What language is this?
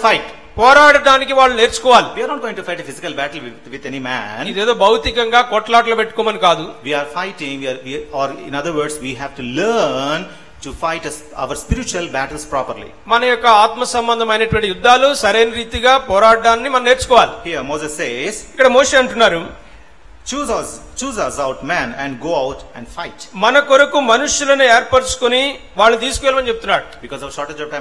Telugu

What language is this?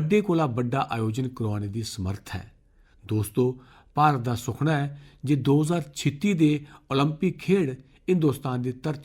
Dogri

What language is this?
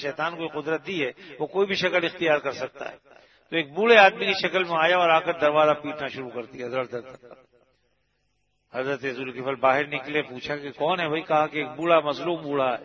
Urdu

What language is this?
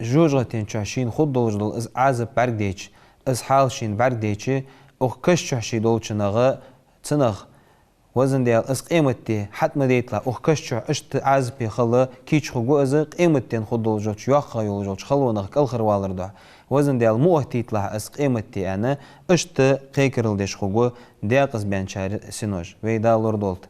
Ingush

